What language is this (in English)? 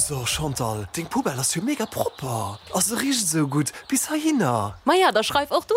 Luxembourgish